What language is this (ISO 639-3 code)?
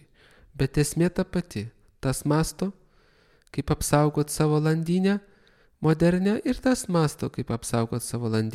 lit